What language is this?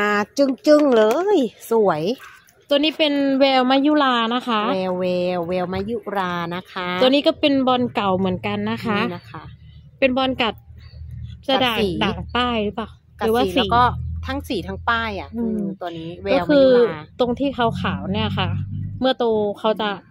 Thai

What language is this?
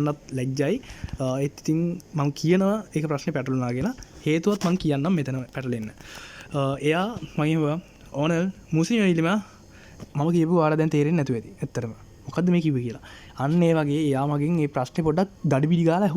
Sinhala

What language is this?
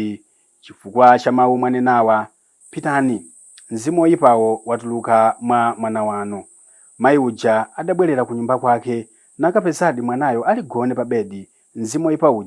Nyanja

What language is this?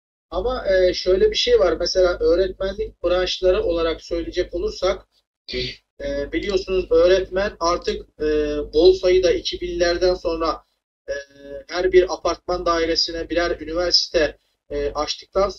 Turkish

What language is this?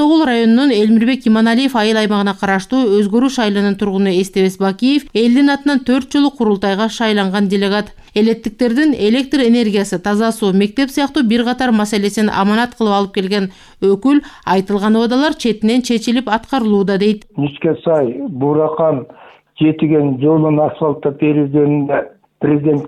Kyrgyz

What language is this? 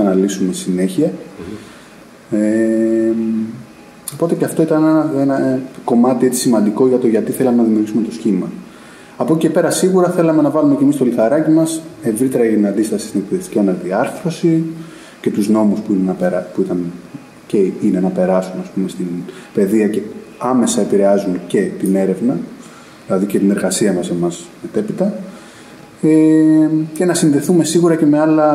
Greek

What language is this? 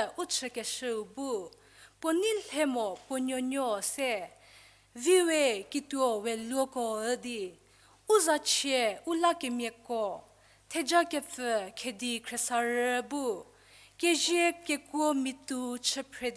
Angami Naga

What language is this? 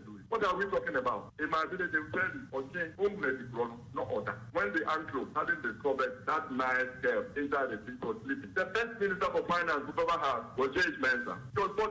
Akan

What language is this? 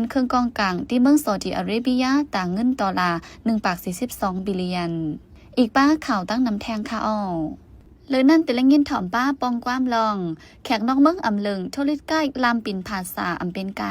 Shan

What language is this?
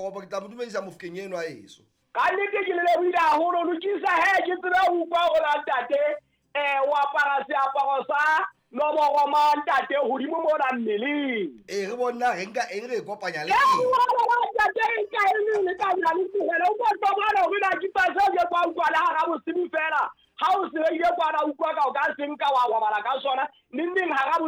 Southern Sotho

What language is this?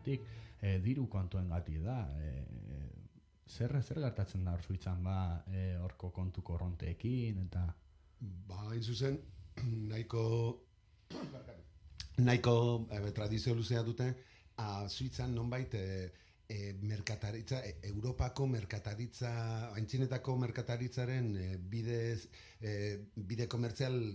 Basque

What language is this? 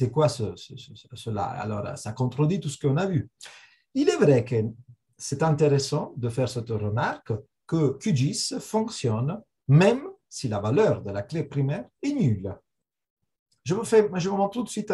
French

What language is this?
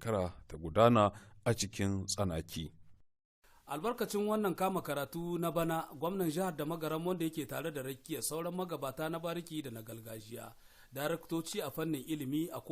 Hausa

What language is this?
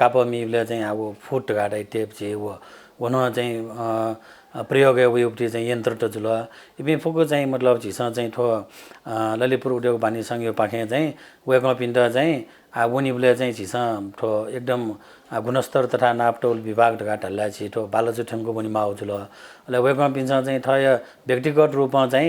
Newari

